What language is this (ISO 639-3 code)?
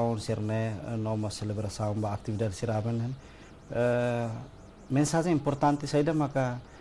tet